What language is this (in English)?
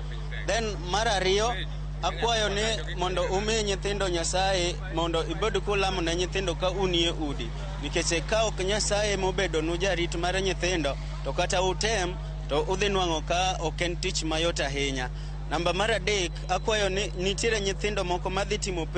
Luo (Kenya and Tanzania)